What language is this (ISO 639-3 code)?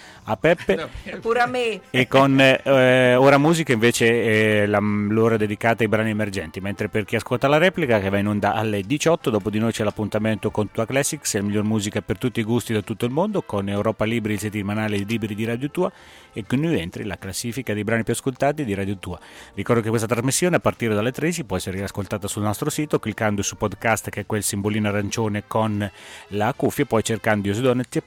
ita